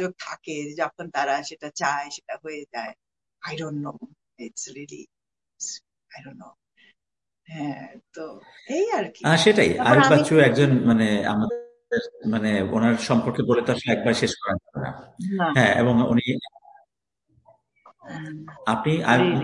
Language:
Bangla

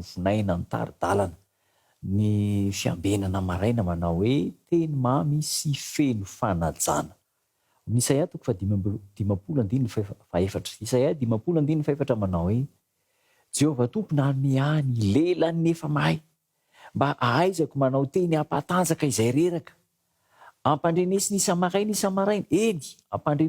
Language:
Malagasy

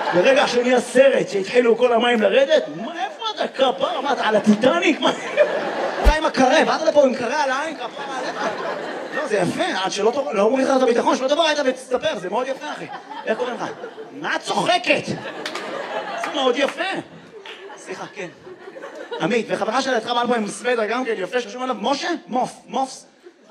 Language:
Hebrew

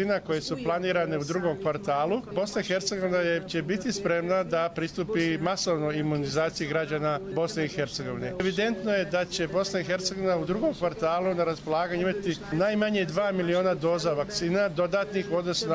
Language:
Croatian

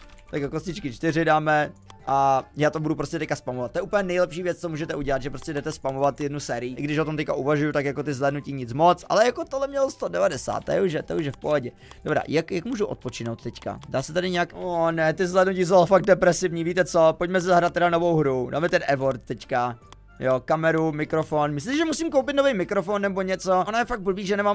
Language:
Czech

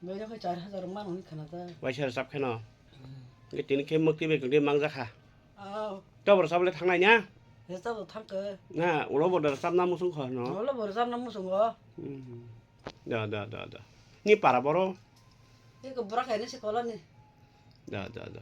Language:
Kok Borok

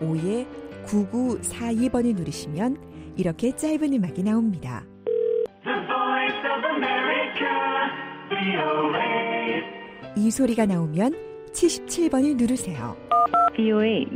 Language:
Korean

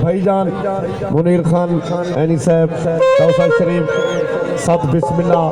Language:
Saraiki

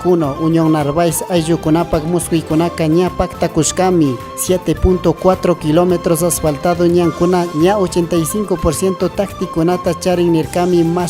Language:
Chimborazo Highland Quichua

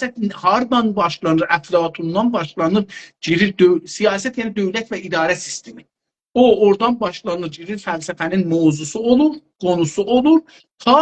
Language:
South Azerbaijani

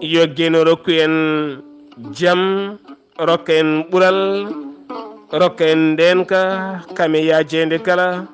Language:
Fula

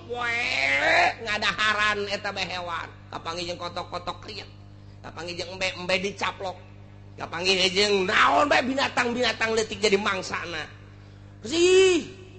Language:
Sundanese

